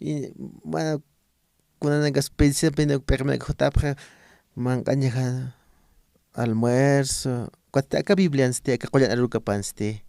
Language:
Aymara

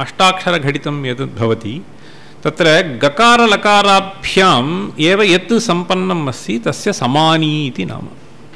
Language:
Sanskrit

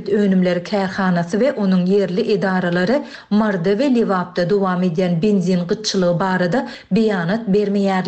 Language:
Turkmen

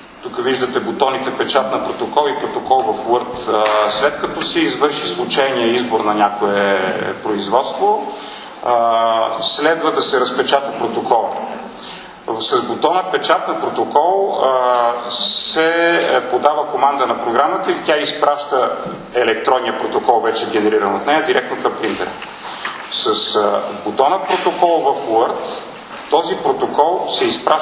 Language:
Bulgarian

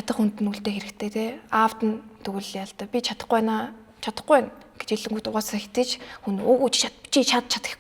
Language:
Mongolian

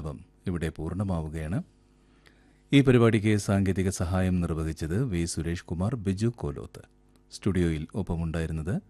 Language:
Malayalam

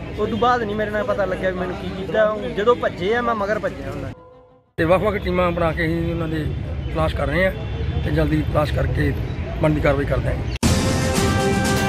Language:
Punjabi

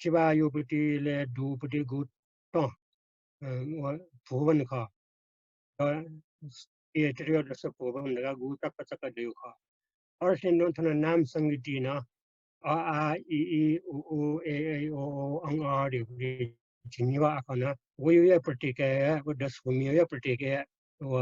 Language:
Newari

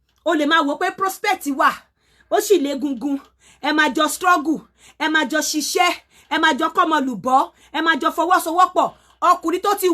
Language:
Yoruba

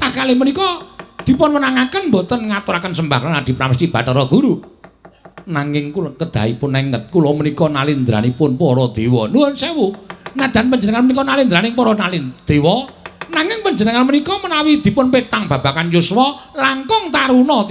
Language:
Javanese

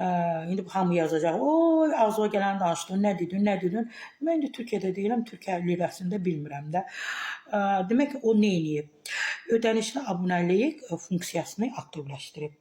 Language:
Azerbaijani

